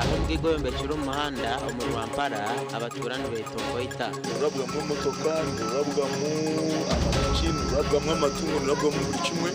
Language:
Nyankole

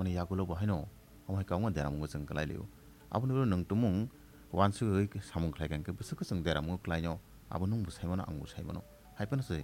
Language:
Kok Borok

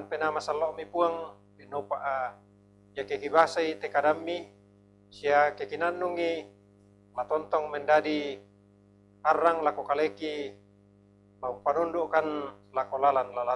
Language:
Toraja-Sa'dan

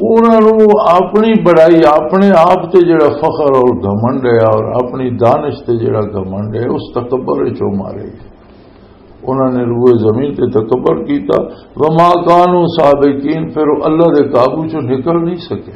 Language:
Western Panjabi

